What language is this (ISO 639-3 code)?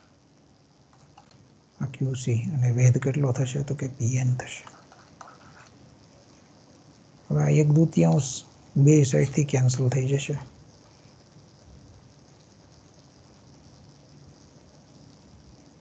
guj